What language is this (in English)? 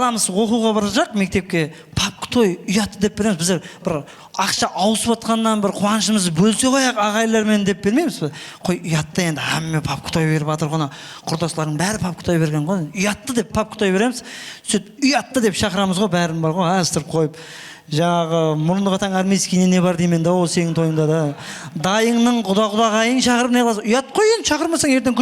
Kara-Kalpak